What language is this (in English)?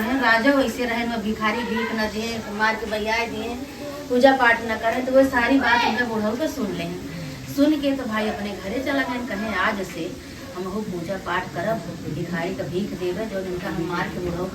Awadhi